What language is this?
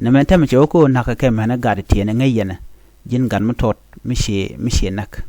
Nuer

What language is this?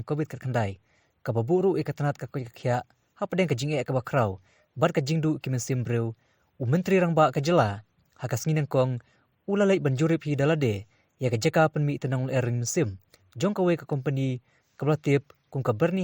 Khasi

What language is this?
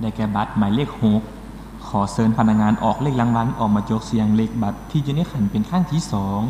Lao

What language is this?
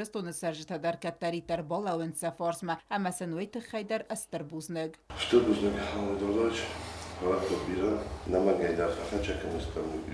Ossetic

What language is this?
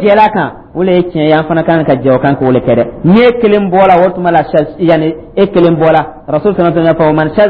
Dyula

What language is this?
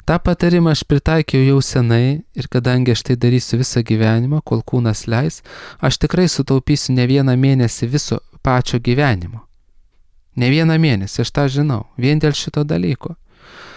Lithuanian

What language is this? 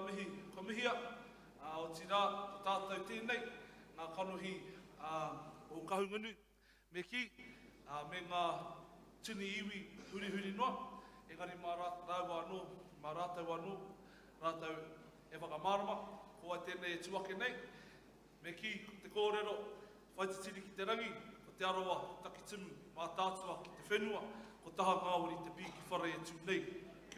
Māori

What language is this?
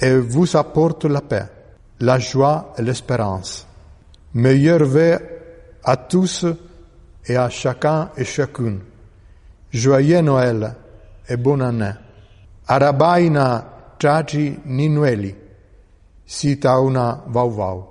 Malagasy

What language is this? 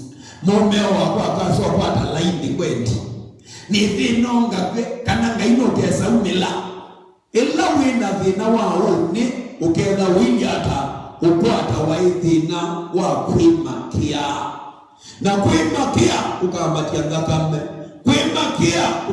Kamba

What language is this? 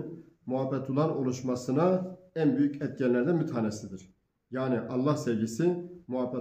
Turkish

